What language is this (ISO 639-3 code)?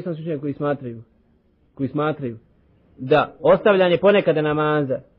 bos